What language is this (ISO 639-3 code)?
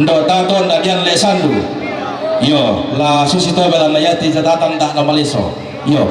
sda